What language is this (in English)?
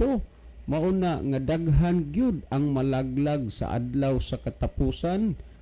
Cebuano